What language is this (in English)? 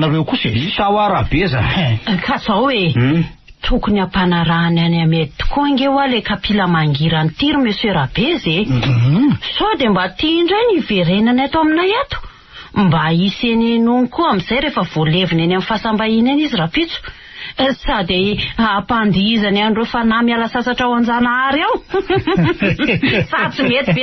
Malagasy